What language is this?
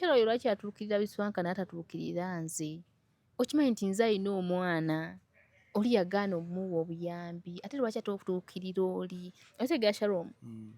Ganda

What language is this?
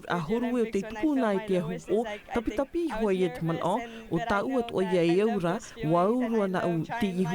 Tahitian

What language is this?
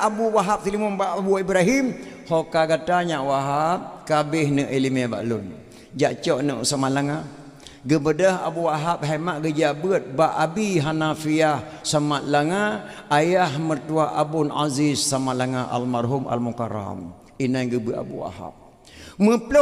Achinese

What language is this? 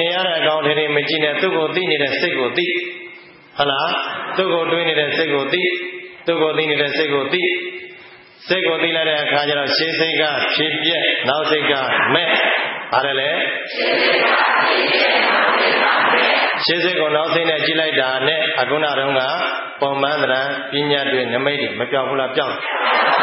Burmese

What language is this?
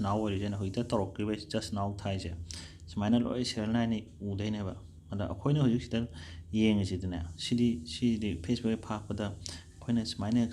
Manipuri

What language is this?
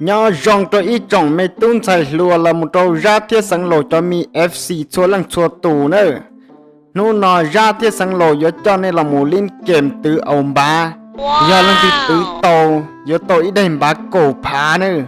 Hmong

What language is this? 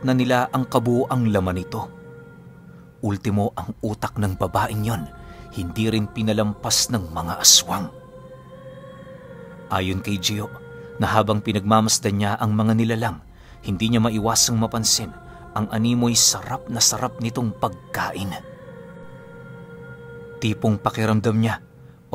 Filipino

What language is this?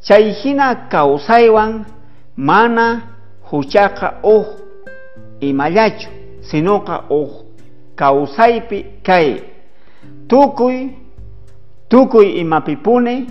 South Bolivian Quechua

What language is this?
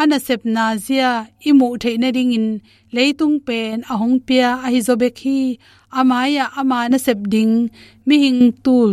Tedim Chin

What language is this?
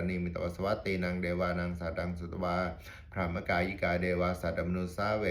Pali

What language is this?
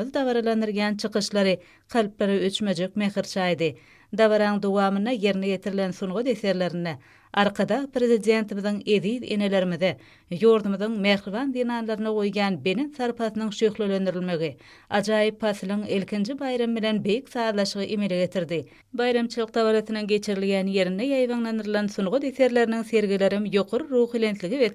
Turkmen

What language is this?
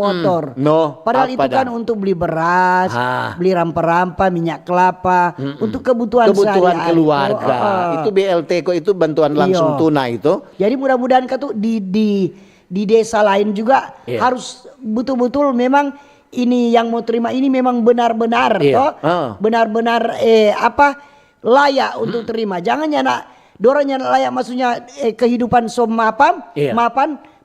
Manado Malay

